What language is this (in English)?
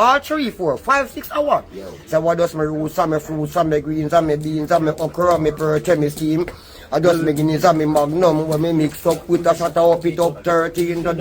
Jamaican Creole English